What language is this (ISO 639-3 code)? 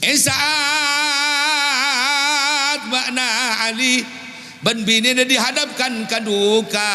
mad